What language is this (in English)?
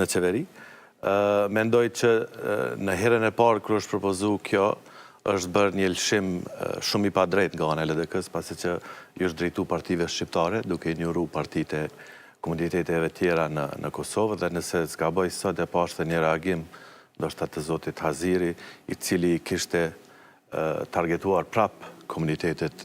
Albanian